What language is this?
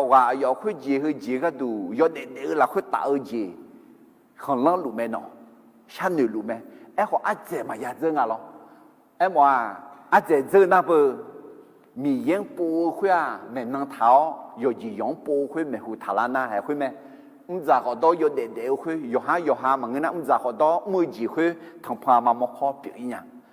Akha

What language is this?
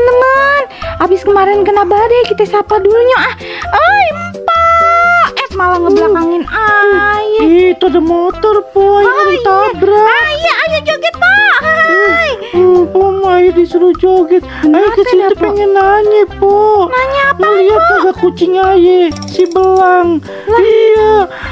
Betawi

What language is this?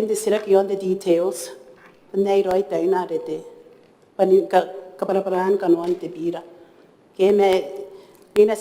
Gilbertese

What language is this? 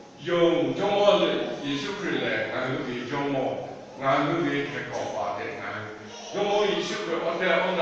Lahu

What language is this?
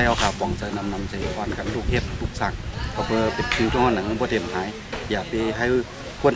Shan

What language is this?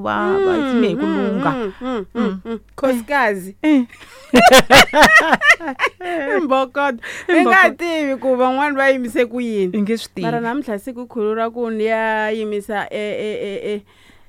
Tsonga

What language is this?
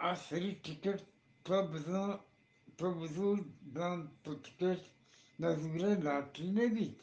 Eastern Balochi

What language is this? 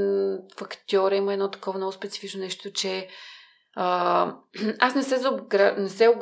Bulgarian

